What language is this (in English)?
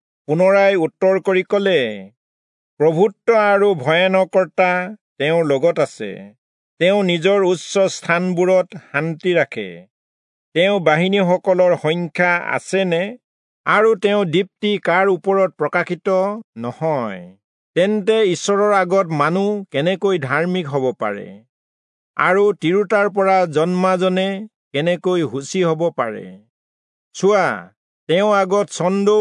Assamese